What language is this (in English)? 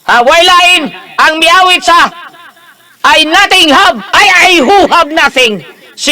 Cebuano